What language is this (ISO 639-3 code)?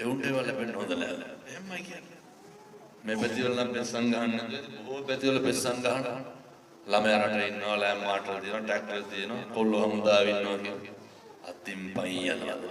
sin